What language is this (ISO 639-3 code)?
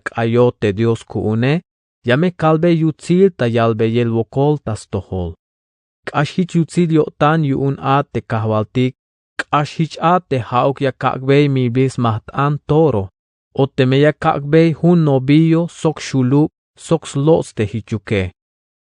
tzh